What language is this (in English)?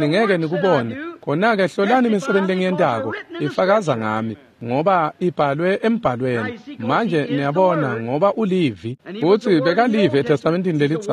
Swati